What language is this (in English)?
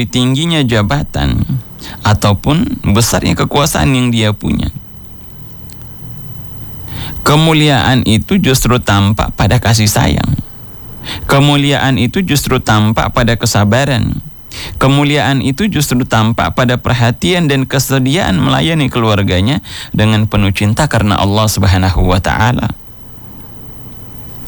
Indonesian